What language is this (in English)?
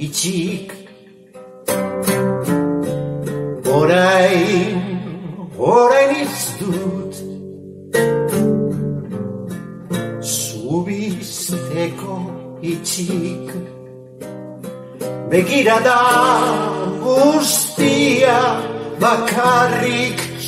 Basque